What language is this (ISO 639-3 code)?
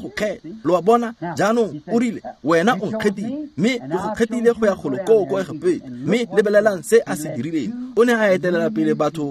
tsn